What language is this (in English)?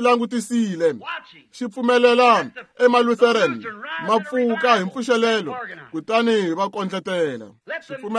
Tsonga